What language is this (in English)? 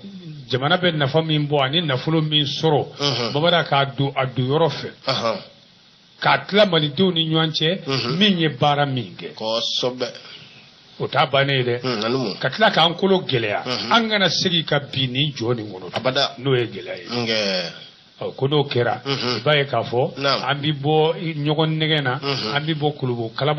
Bambara